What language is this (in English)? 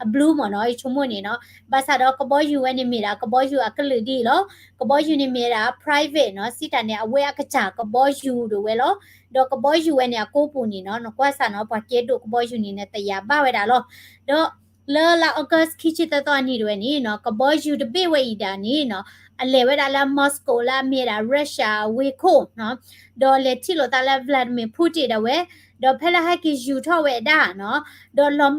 S'gaw Karen